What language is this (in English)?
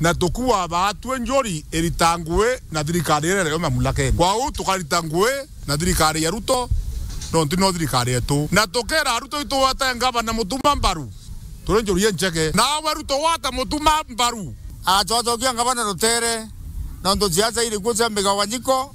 Meru